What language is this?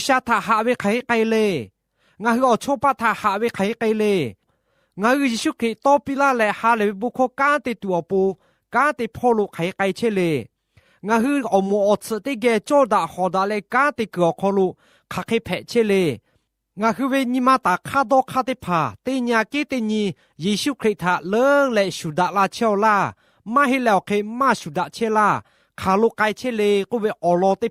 Lahu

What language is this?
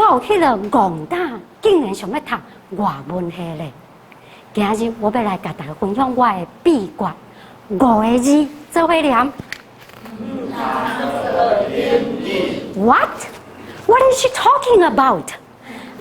Min Nan Chinese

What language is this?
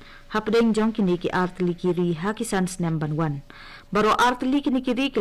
Khasi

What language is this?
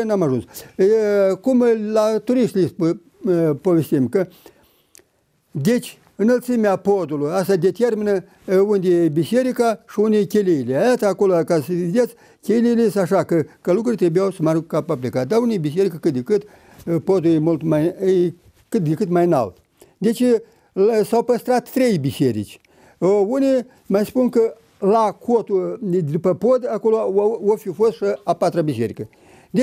Romanian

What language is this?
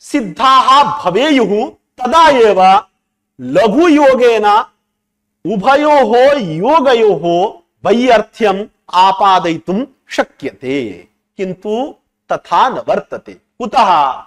Sanskrit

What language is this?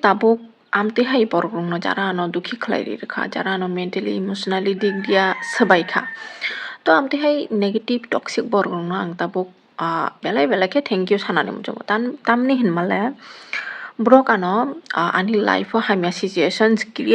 Kok Borok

